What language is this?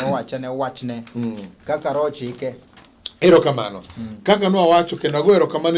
Luo (Kenya and Tanzania)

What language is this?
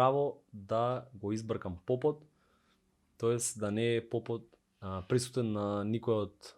Macedonian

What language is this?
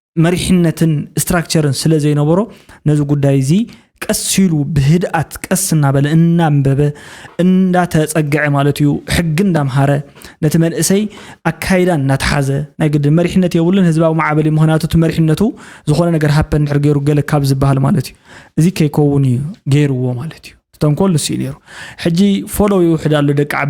Tigrinya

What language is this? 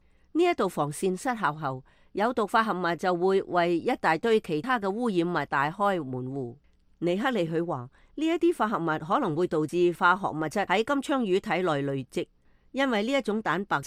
Cantonese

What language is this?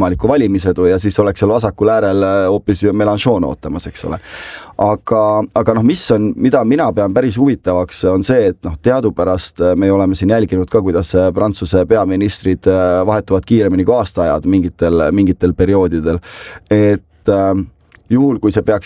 Estonian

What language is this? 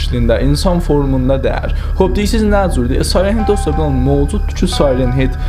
South Azerbaijani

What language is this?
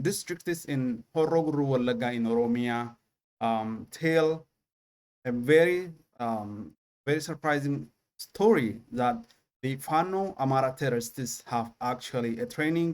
English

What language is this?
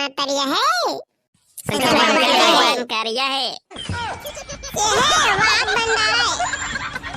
Chhattisgarhi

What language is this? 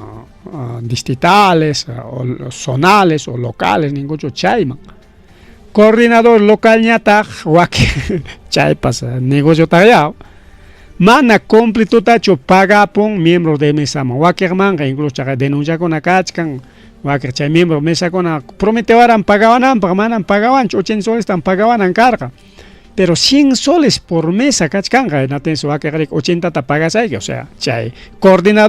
Ayacucho Quechua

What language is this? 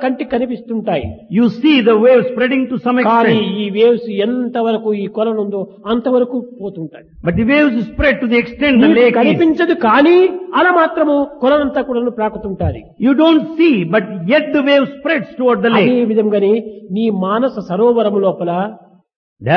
Telugu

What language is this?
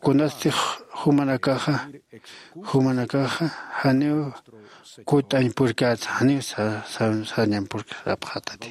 Aymara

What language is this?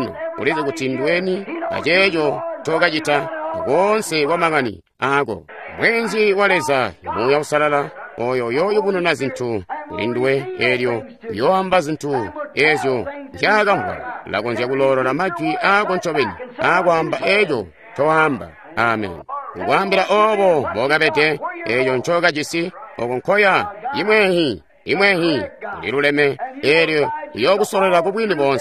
Tonga (Zambia)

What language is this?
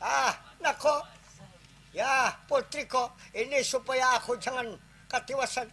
Banjar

